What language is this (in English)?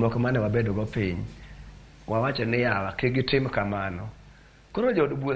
Luo (Kenya and Tanzania)